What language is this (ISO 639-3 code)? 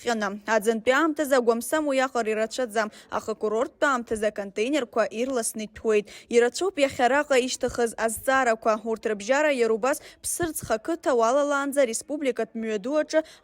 abk